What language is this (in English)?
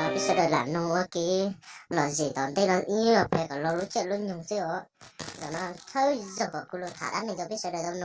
Hmong